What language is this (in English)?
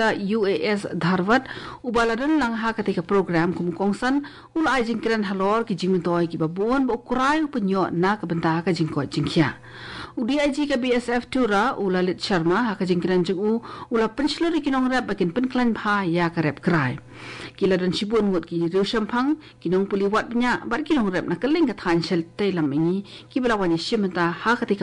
Khasi